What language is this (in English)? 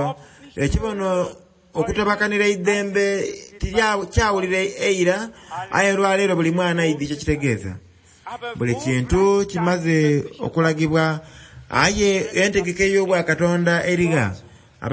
Soga